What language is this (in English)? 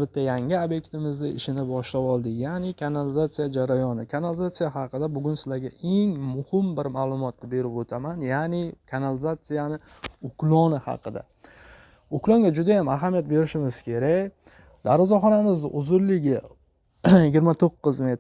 Uzbek